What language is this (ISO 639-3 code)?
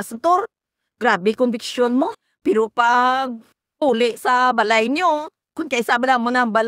hil